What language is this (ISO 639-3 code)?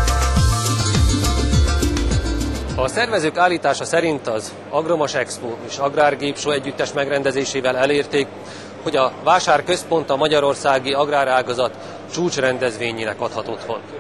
hun